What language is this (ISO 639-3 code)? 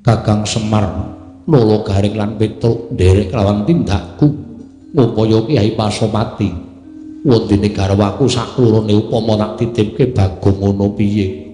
jav